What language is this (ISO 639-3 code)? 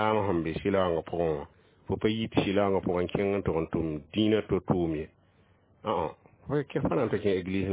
mos